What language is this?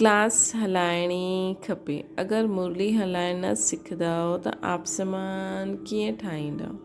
Sindhi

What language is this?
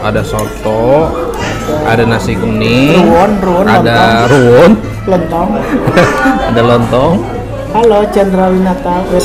Banjar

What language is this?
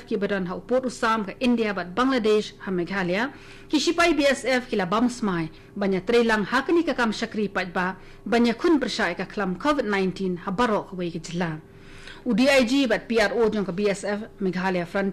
Khasi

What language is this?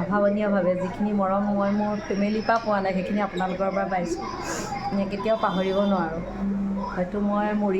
Assamese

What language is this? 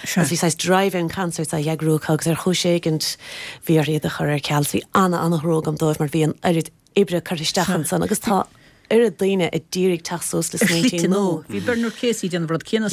Irish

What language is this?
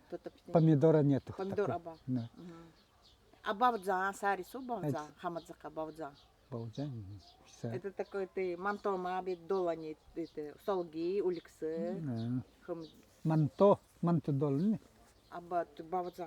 Nanai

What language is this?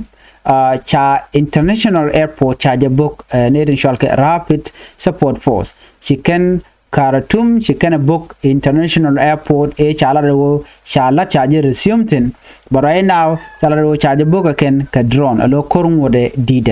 Nuer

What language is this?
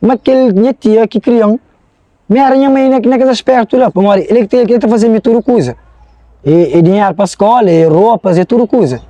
Kabuverdianu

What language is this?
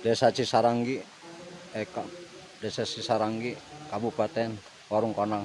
Sundanese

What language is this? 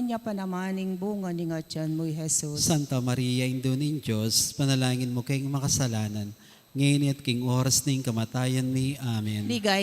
Pampanga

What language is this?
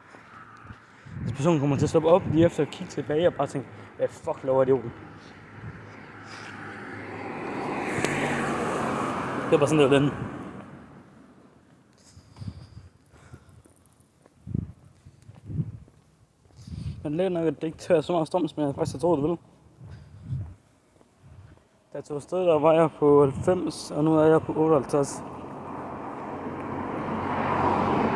Danish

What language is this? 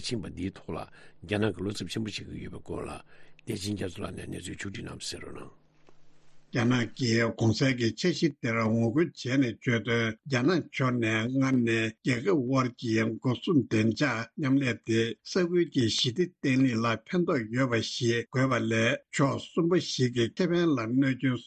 Tibetan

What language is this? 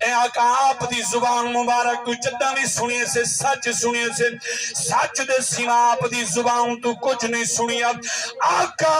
Saraiki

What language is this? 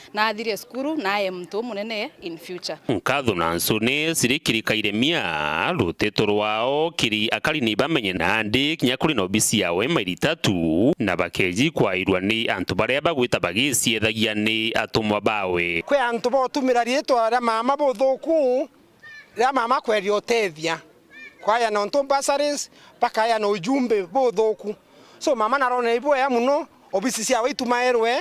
Meru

